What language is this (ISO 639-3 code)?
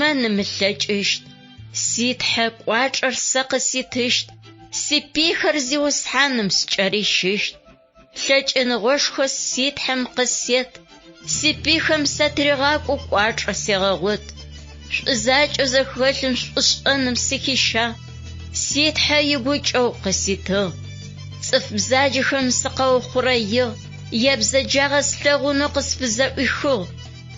ady